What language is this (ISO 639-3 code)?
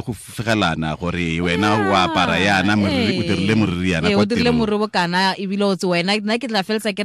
tsn